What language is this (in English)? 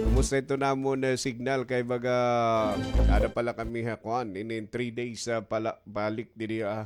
Waray